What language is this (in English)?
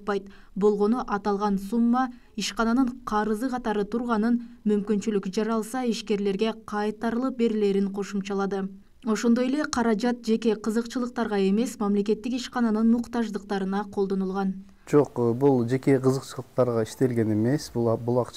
Kyrgyz